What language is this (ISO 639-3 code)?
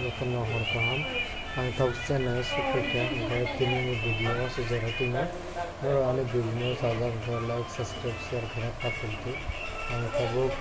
trp